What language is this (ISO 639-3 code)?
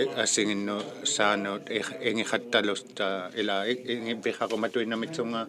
iku